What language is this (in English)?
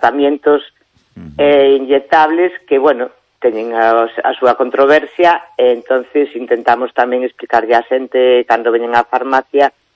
Galician